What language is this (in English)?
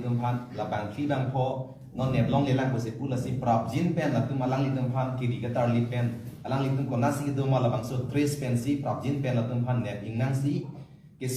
Karbi